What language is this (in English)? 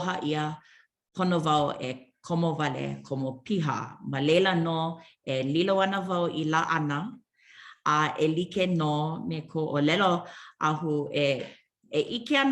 Hawaiian